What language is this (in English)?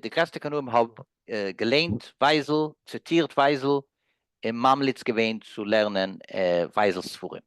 Yiddish